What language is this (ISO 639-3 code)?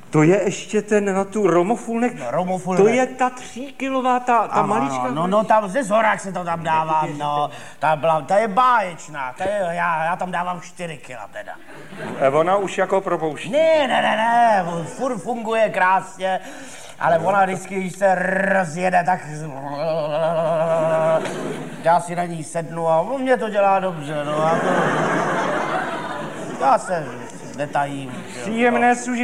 ces